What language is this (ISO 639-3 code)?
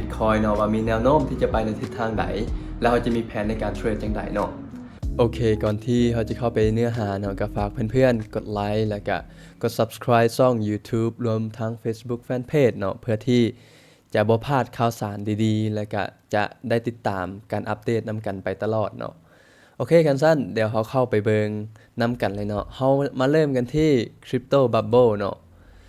lao